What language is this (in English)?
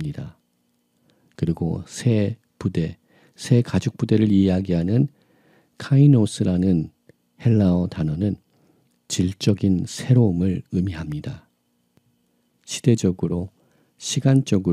Korean